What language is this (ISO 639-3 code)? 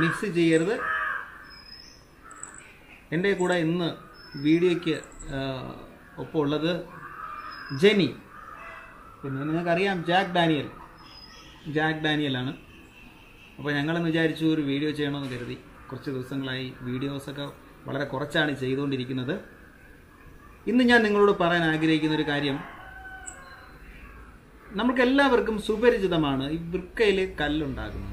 mal